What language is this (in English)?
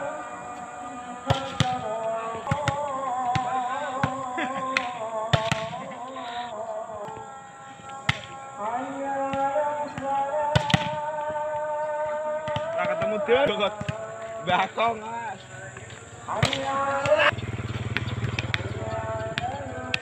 Indonesian